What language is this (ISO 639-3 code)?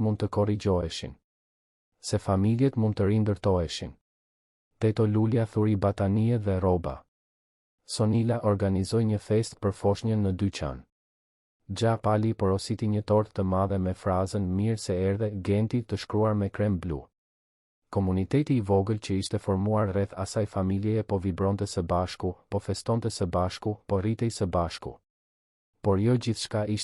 sqi